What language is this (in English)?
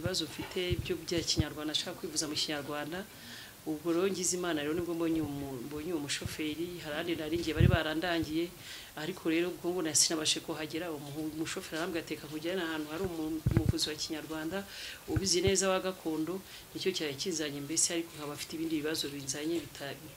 Kinyarwanda